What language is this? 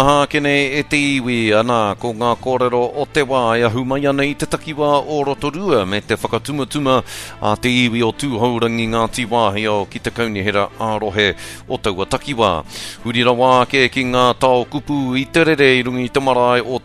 Māori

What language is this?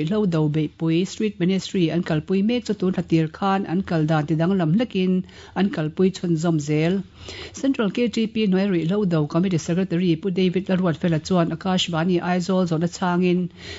Mizo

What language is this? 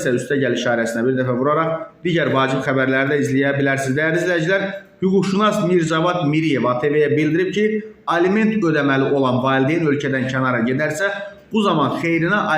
Azerbaijani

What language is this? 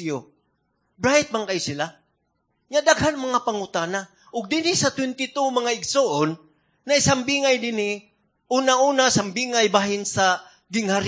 Cebuano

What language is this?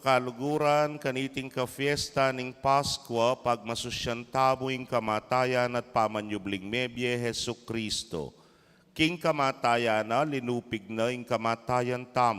Pampanga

